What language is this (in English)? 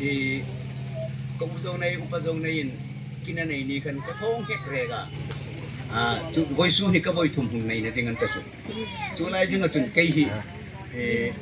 Hmar